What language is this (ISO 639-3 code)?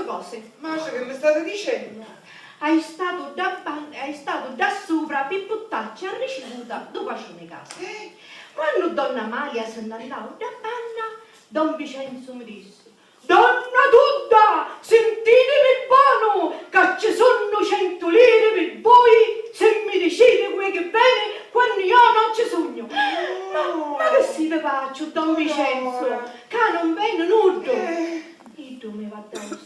scn